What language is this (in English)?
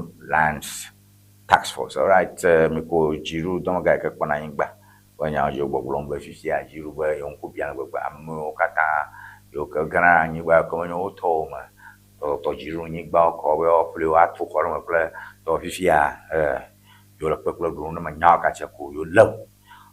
Ewe